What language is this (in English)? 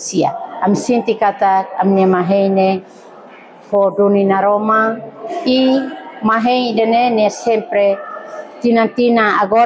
Tetum